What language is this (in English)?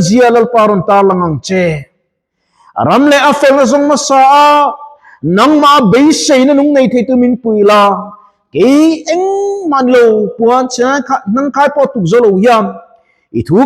Mizo